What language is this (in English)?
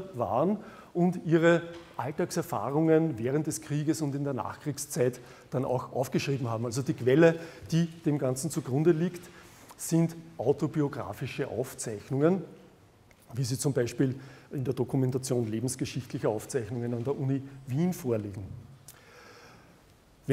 German